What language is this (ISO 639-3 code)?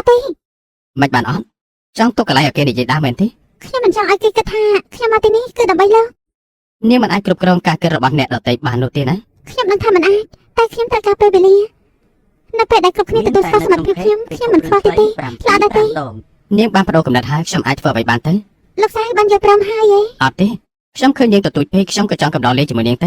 khm